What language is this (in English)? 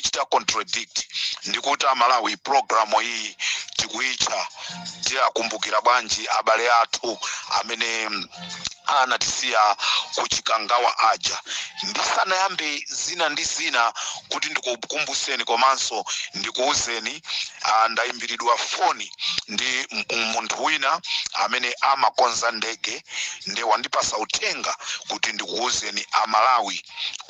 Nyanja